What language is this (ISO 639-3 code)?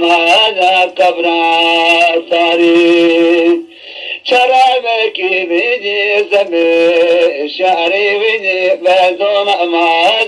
zza